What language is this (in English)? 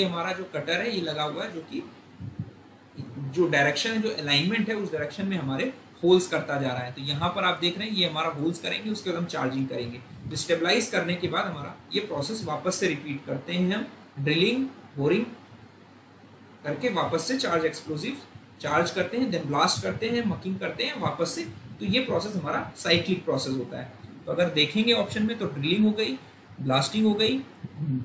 Hindi